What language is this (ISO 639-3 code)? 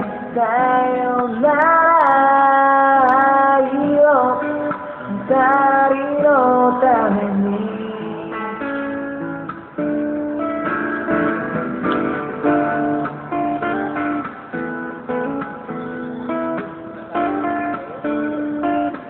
jpn